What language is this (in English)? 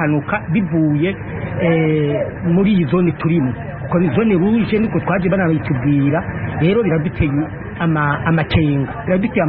Rundi